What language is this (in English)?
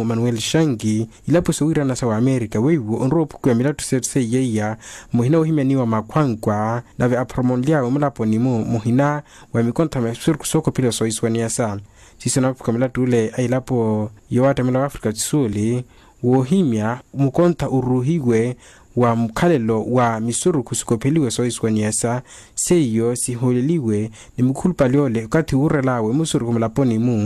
Makhuwa